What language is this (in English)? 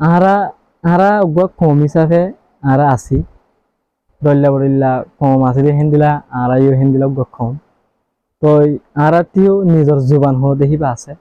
Rohingya